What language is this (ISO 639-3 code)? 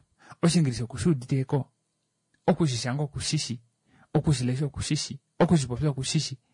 kua